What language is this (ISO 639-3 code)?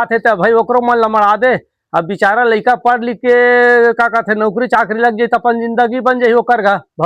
hne